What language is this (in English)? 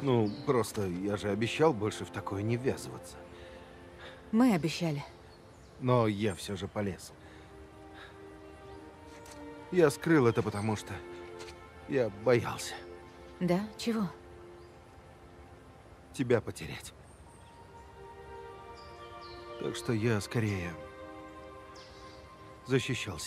Russian